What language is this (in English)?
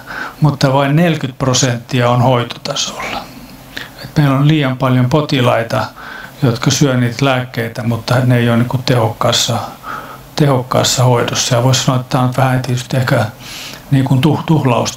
Finnish